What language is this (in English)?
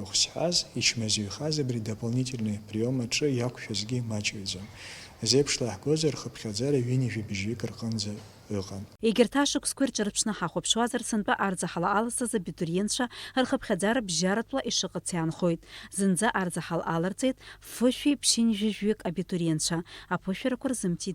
Abkhazian